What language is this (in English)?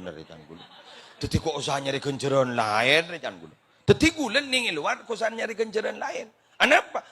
Madurese